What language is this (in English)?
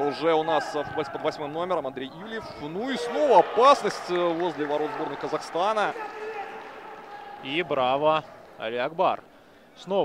Russian